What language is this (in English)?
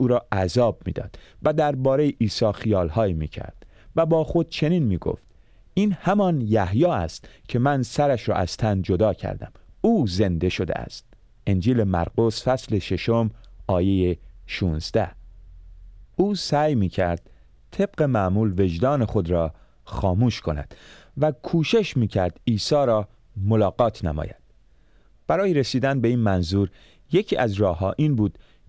Persian